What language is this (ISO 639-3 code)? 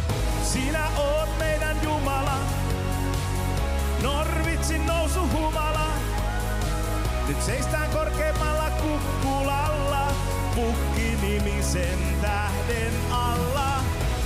fin